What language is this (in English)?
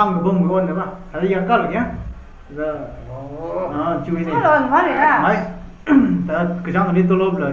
Tangkhul Naga (India)